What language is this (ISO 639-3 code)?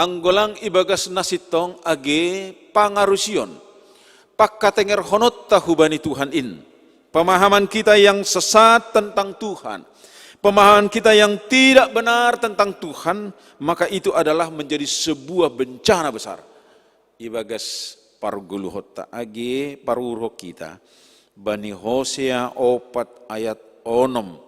bts